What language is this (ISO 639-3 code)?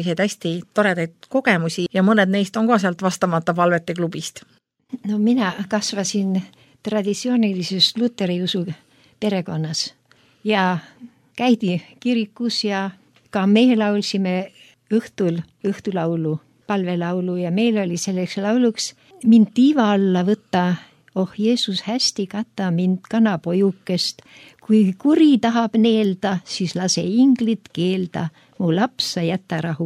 est